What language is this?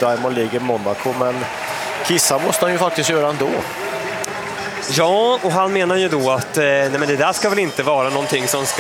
Swedish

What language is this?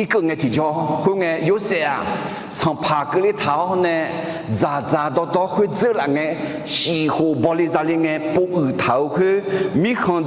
Akha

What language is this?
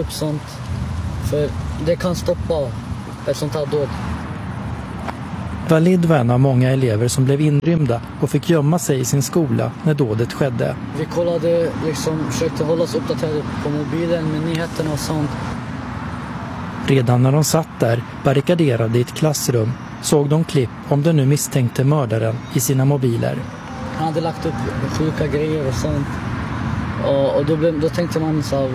Swedish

